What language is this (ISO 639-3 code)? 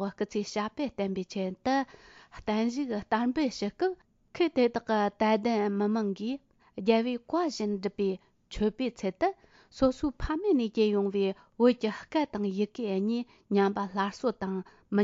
bod